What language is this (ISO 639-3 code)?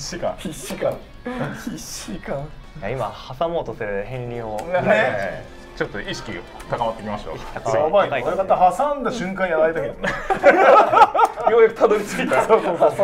jpn